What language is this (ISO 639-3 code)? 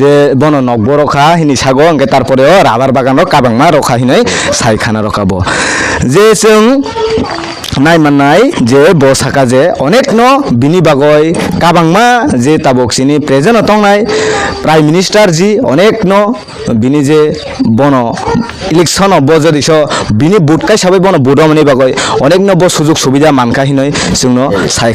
trp